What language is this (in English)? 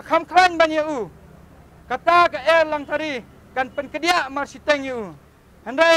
Khasi